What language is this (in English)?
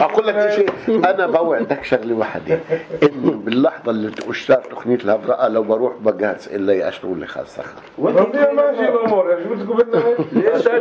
North Levantine Arabic